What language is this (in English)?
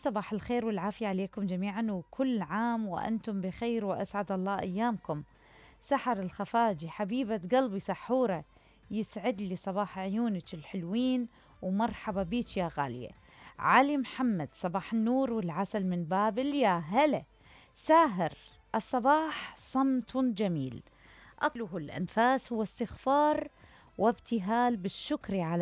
Mesopotamian Arabic